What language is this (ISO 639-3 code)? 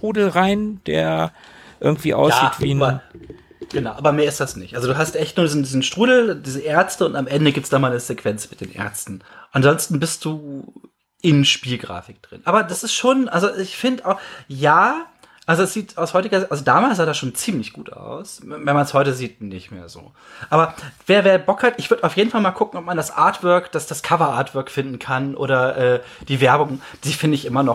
deu